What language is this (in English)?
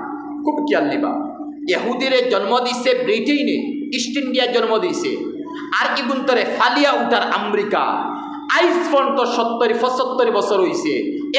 Sylheti